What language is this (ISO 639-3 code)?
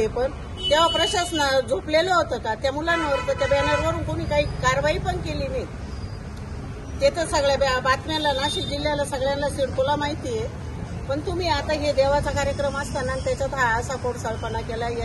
mar